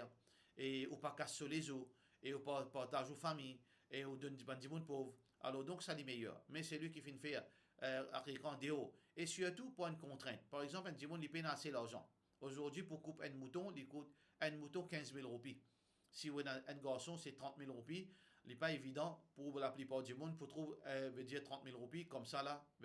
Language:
Morisyen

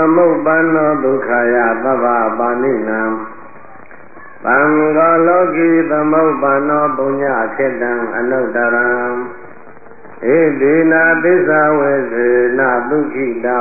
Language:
Burmese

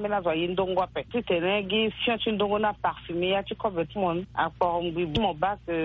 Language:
Sango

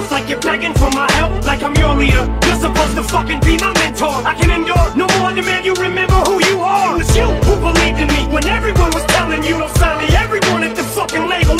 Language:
English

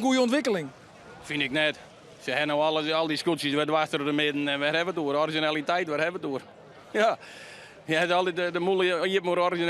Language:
Western Frisian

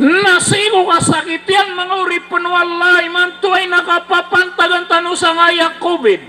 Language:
Maranao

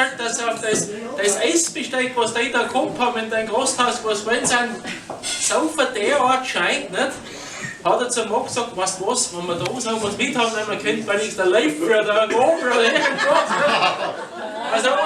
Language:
Bavarian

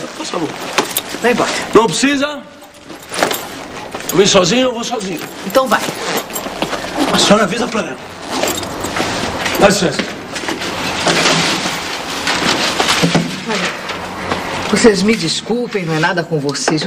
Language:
Portuguese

